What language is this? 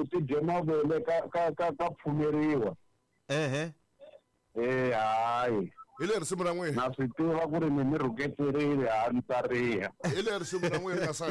Tsonga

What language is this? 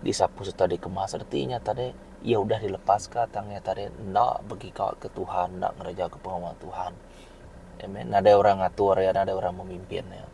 Iban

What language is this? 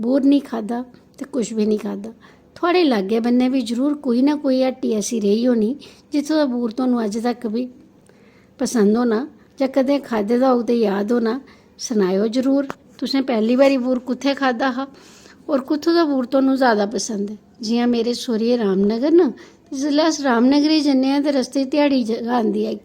Dogri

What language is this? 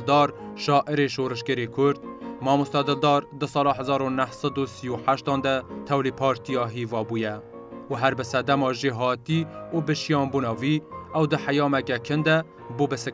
Kurdish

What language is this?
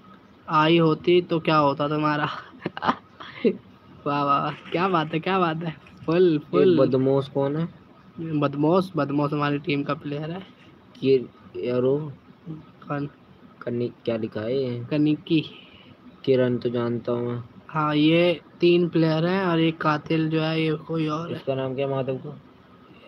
Hindi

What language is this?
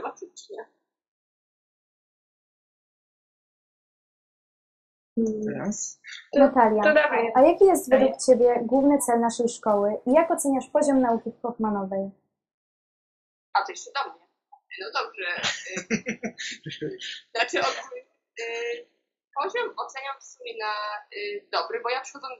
Polish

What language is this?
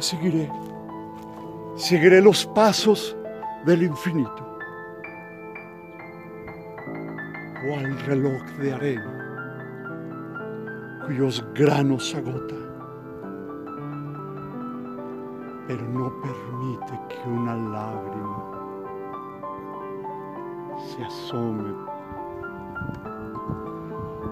Spanish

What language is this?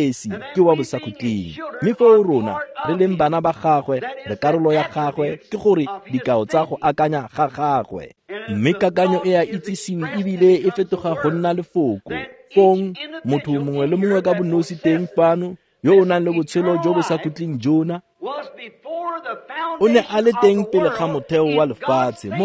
Tswana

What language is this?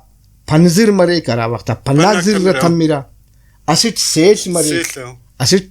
Brahui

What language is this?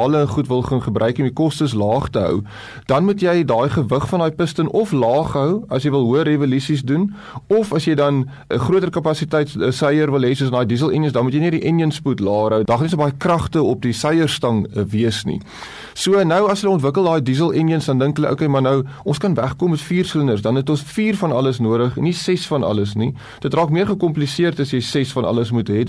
Afrikaans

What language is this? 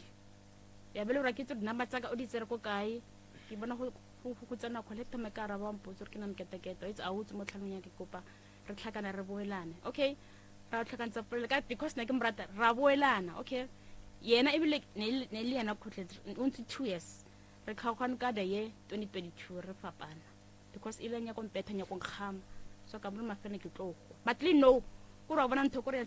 Northern Sotho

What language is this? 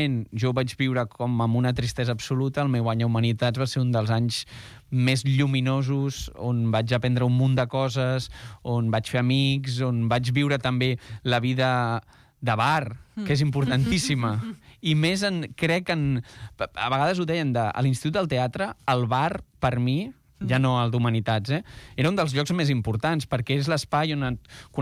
Catalan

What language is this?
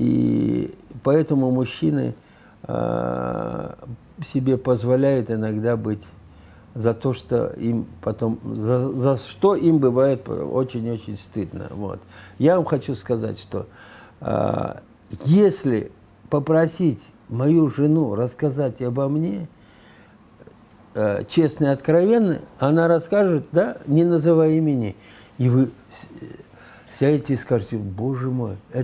Russian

